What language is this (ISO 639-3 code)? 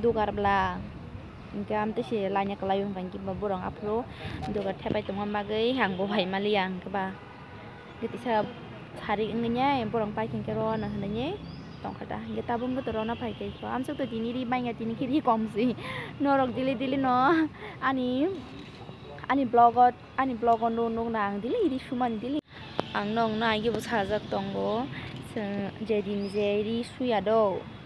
trp